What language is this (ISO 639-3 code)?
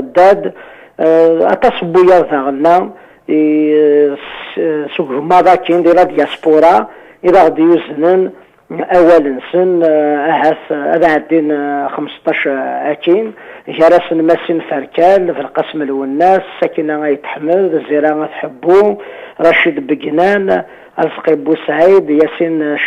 kab